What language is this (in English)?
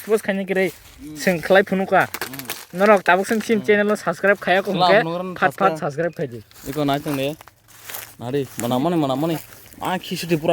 Kok Borok